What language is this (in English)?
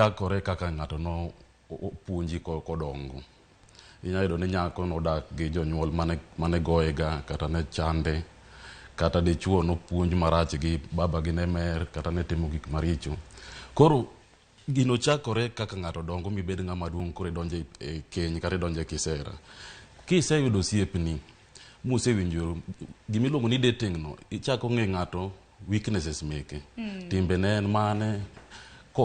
Luo (Kenya and Tanzania)